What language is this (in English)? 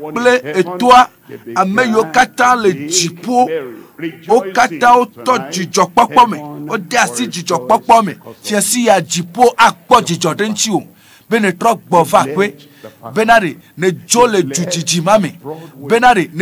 Ewe